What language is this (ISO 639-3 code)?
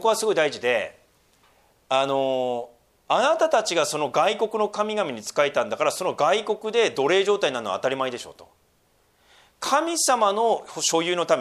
jpn